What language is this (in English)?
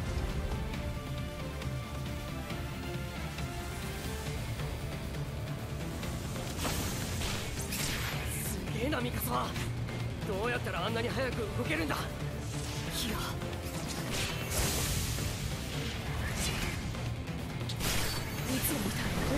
Japanese